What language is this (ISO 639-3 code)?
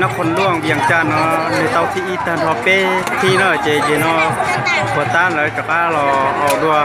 hmn